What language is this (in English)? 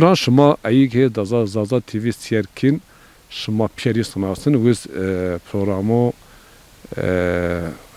Zaza